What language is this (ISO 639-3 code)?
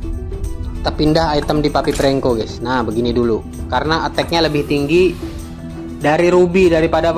ind